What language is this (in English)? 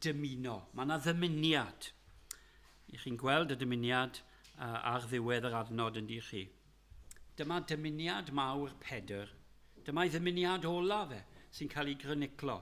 Welsh